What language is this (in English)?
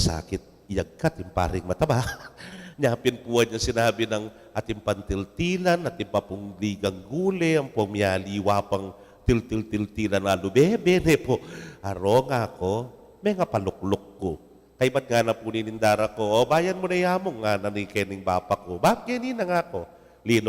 Pampanga